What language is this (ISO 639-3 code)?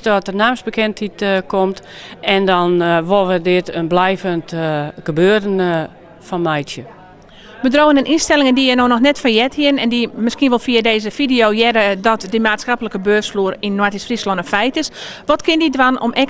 fry